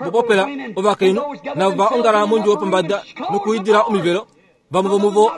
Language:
Kuanyama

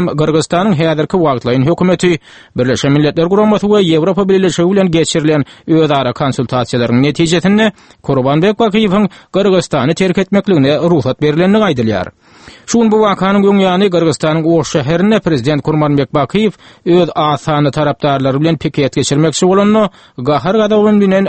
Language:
Turkmen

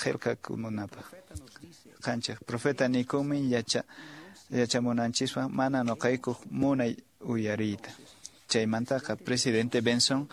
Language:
Quechua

